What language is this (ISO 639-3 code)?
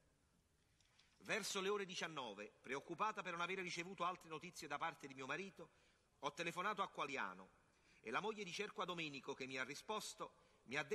ita